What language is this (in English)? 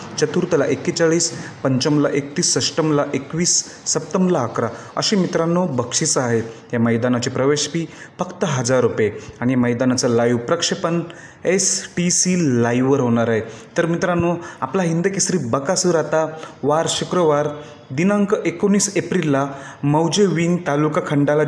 Marathi